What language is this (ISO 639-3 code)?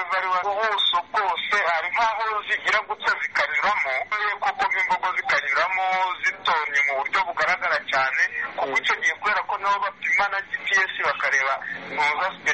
kin